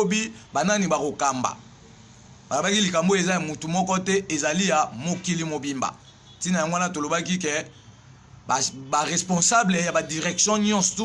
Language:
Lingala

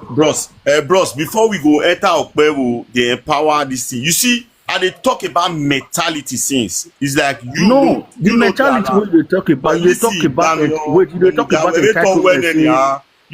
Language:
Nigerian Pidgin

